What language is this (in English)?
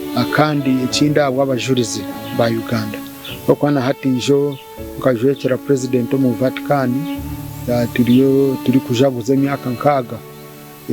Nyankole